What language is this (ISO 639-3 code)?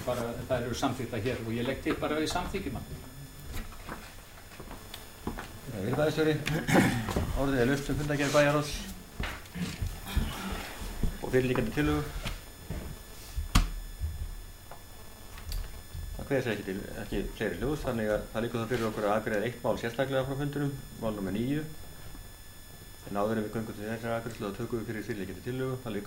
isl